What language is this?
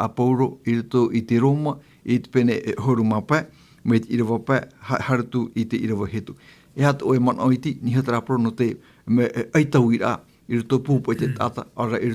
Tahitian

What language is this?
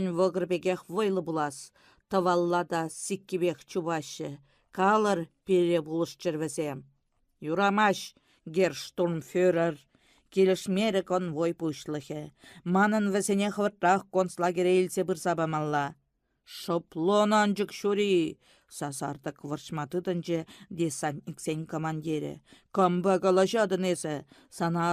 Chuvash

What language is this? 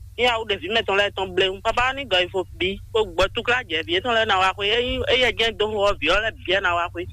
Fon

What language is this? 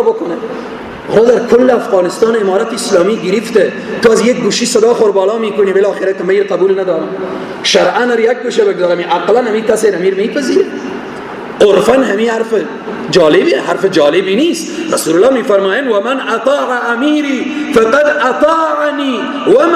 Persian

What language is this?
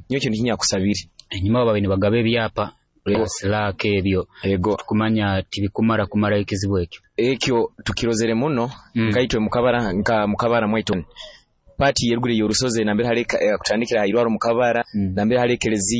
Nyoro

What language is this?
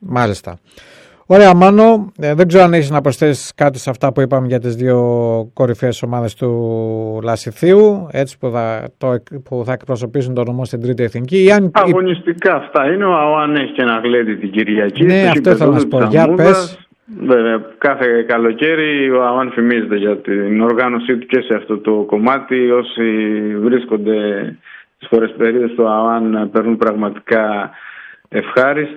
Greek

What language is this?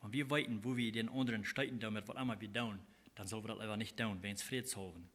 Plautdietsch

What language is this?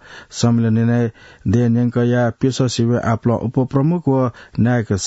Newari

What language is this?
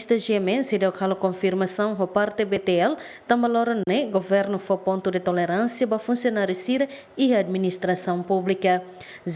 Tetum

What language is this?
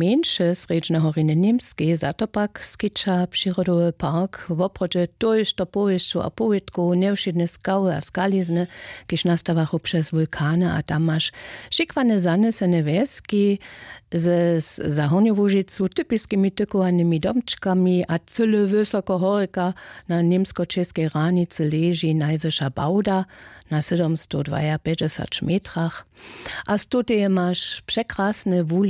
Upper Sorbian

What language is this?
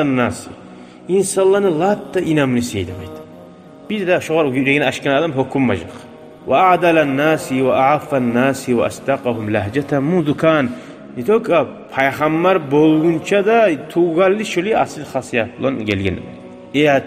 Kumyk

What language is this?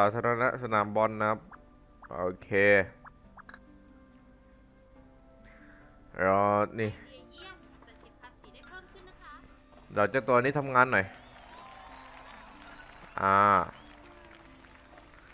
Thai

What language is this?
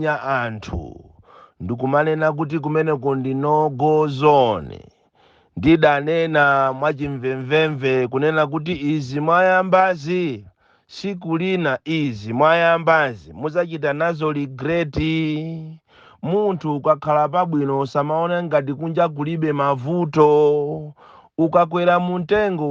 Nyanja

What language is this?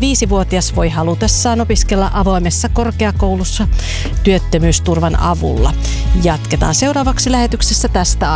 Finnish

